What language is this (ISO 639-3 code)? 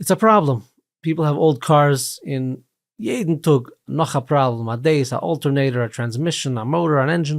yid